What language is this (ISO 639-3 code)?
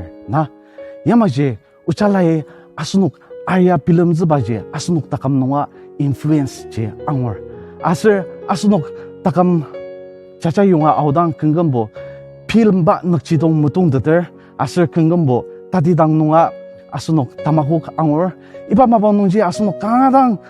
njo